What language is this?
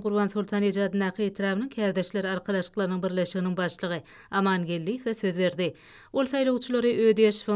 Turkmen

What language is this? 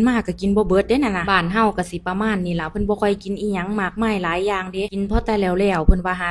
Northeastern Thai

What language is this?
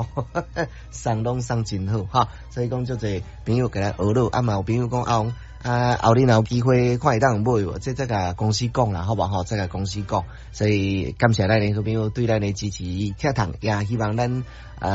Min Nan Chinese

